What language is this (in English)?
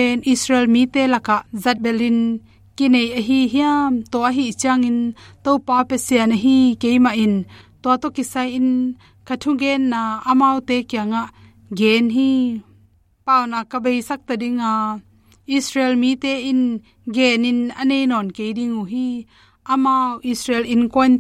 Tedim Chin